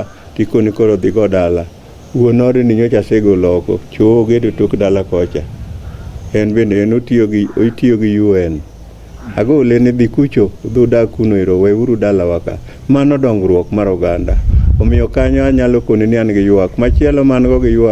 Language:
Luo (Kenya and Tanzania)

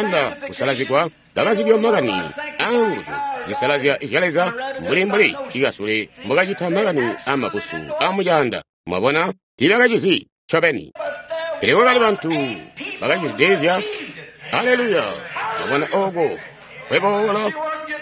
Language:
Tonga (Zambia)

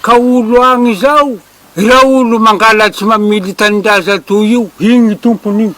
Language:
Malagasy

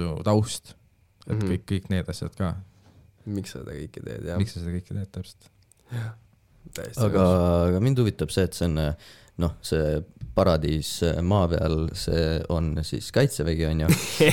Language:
Estonian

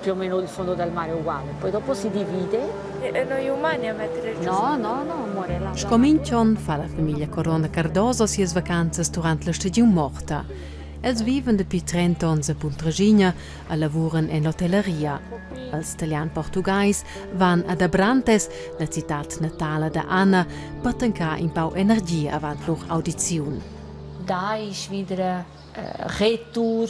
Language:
Romansh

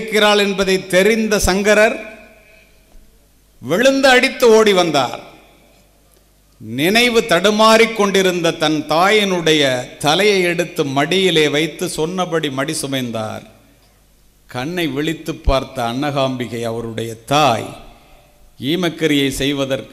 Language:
Tamil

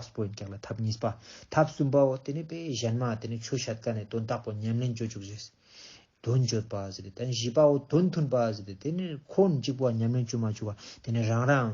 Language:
Ladakhi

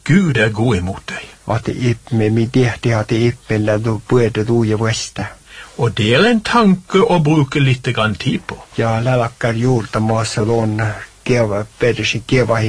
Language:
Norwegian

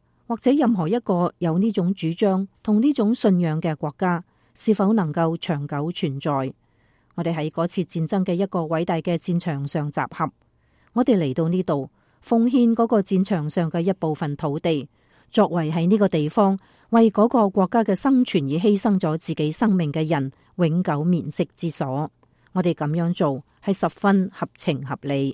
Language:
Cantonese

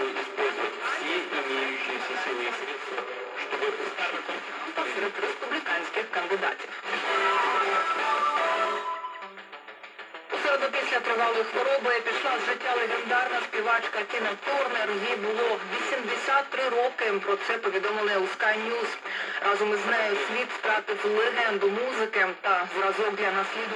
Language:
Ukrainian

